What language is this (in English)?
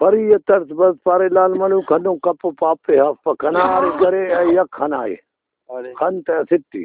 Brahui